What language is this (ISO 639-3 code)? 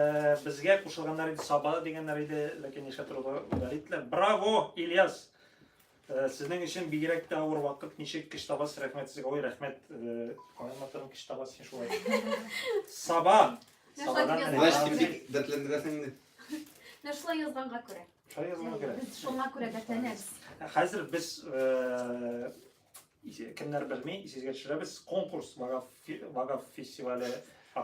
tat